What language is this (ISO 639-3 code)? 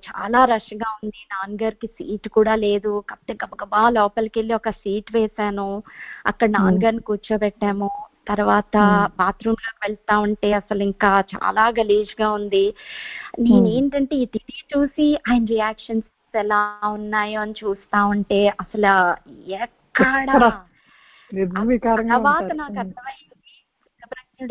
tel